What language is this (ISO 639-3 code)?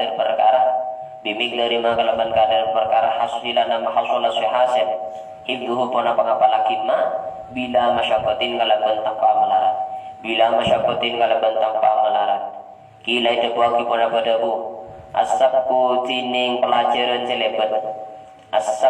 mad